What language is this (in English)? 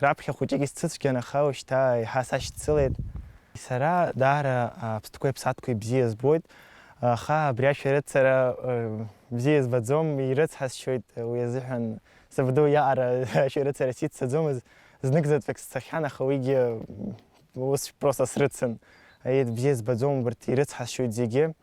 Abkhazian